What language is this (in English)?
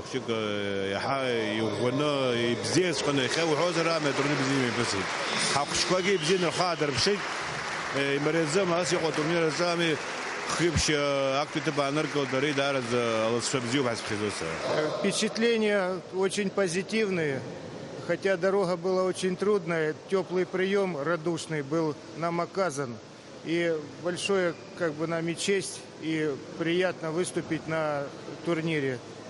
Abkhazian